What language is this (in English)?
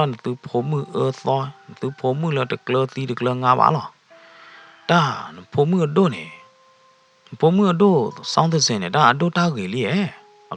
S'gaw Karen